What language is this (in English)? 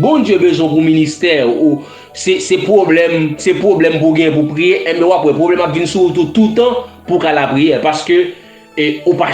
Haitian Creole